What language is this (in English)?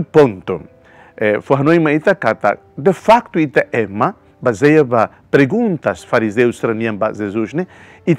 Tetum